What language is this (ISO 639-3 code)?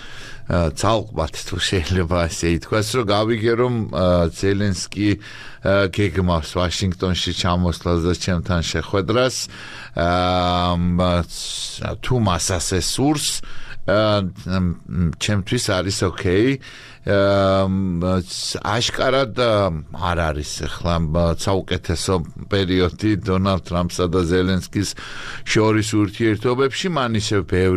kat